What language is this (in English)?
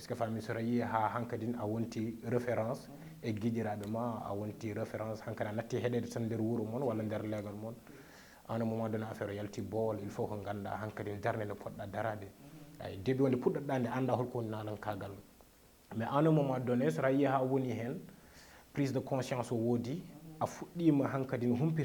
Fula